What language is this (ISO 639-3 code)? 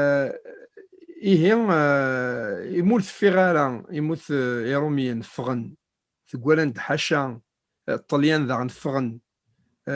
kab